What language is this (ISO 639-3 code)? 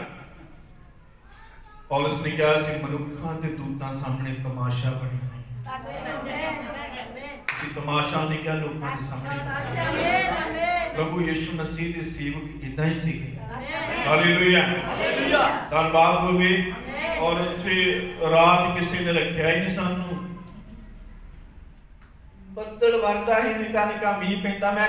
pan